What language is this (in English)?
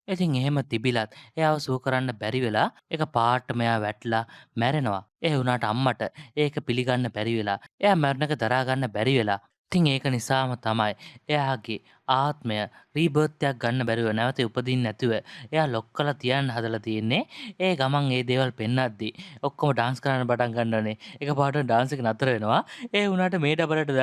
Sinhala